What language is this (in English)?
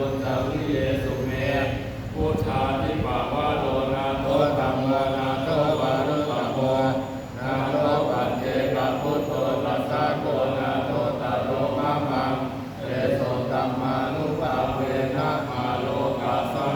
Pali